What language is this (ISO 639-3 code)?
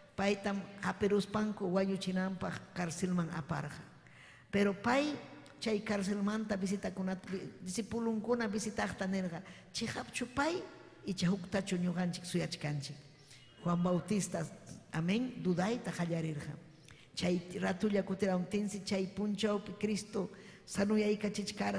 quy